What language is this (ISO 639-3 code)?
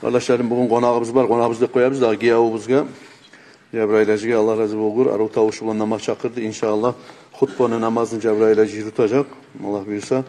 kum